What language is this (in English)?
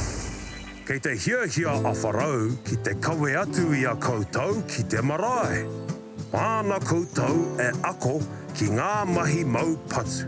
Māori